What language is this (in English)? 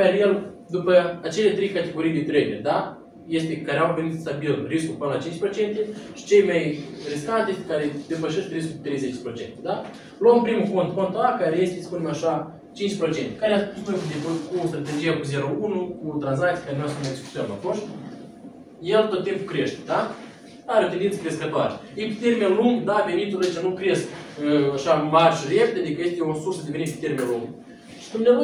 Romanian